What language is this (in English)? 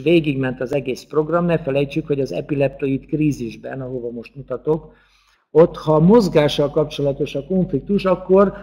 Hungarian